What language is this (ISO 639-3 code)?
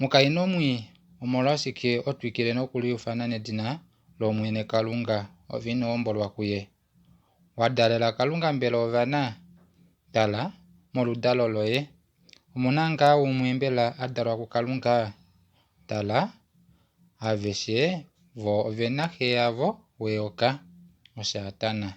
kua